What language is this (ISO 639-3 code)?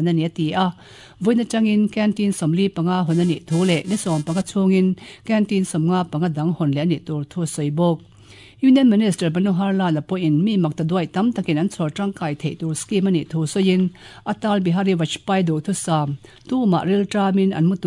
lus